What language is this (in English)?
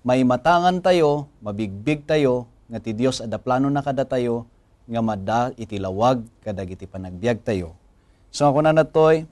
Iloko